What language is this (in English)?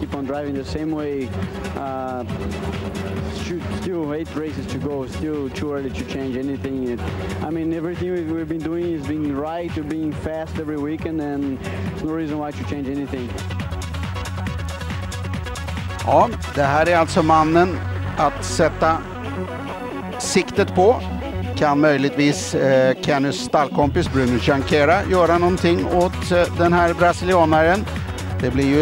Swedish